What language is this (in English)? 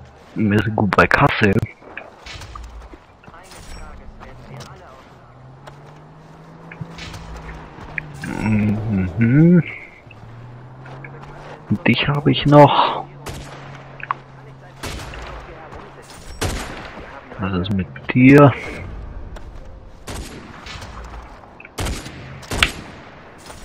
German